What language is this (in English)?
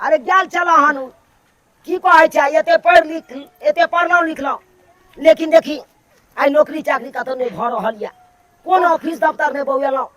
Maithili